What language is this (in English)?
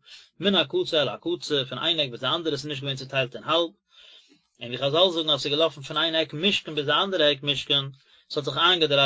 Yiddish